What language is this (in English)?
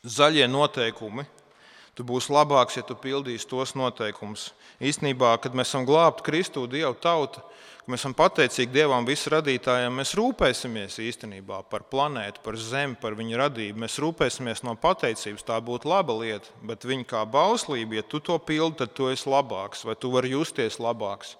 Latvian